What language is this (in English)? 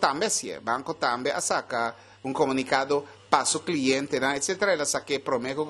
Papiamento